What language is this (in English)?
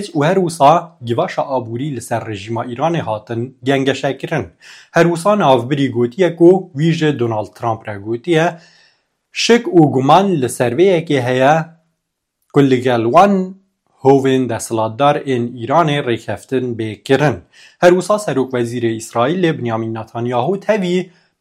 Kurdish